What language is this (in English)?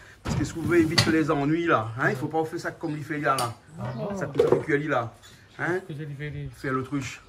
Réunion Creole French